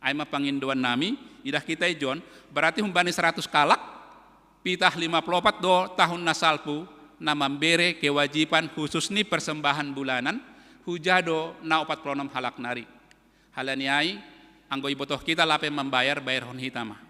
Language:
Batak Simalungun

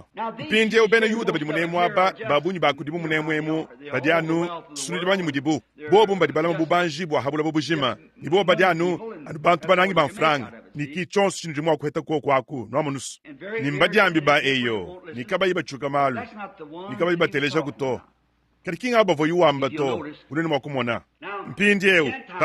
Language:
Luba-Lulua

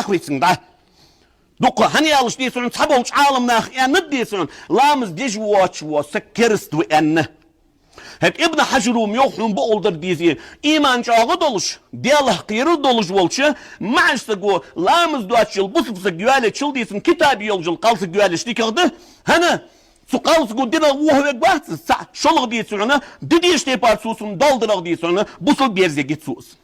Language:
Ingush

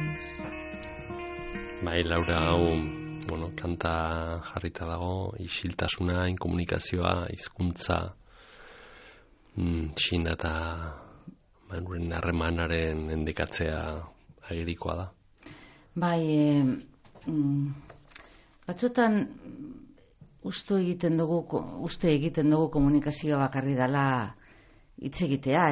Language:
Basque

